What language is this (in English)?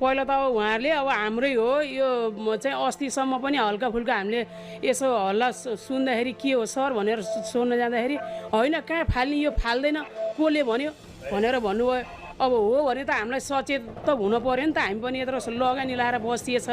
Nepali